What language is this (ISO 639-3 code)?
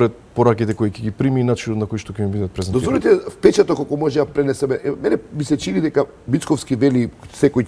mkd